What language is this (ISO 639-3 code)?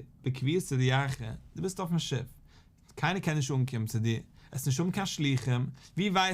yid